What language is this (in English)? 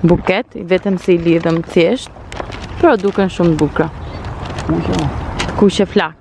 Albanian